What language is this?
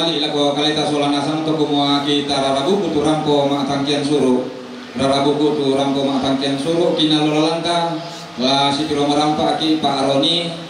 Toraja-Sa'dan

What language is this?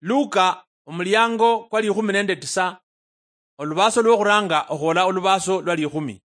Luyia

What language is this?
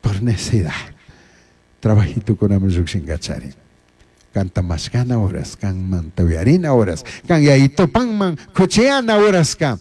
Chimborazo Highland Quichua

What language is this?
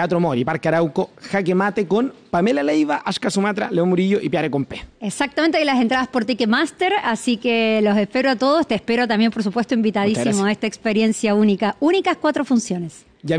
Spanish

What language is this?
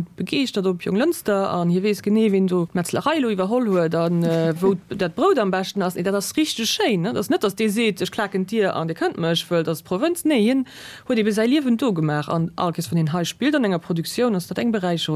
Luxembourgish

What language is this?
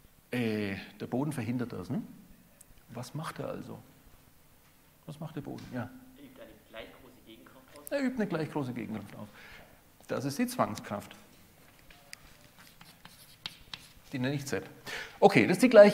German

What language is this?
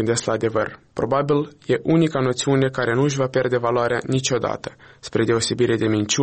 Romanian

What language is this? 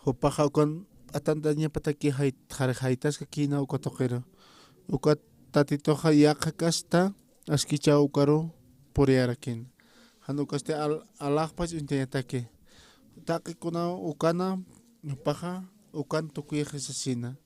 Aymara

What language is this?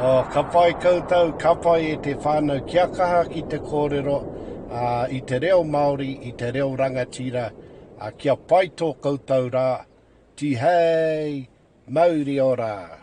Māori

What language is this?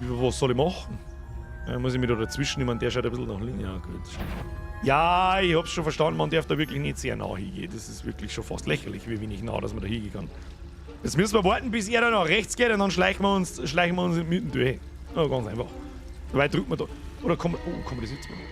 Bavarian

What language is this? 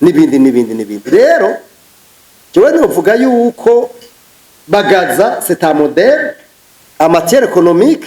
Rundi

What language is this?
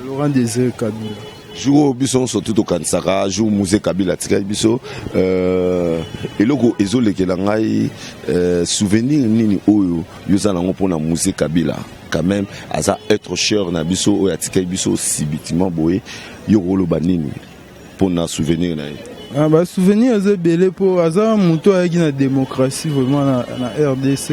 Lingala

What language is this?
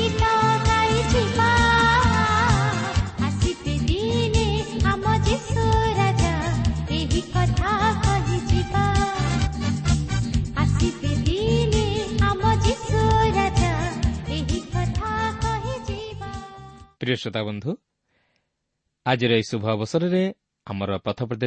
Odia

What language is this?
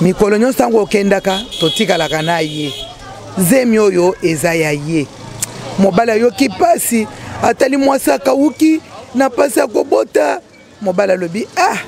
Lingala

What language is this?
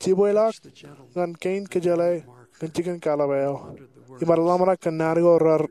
Marshallese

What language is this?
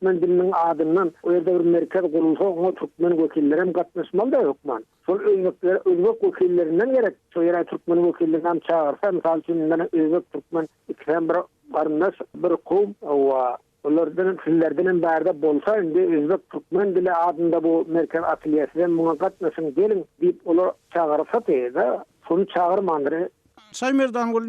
Turkmen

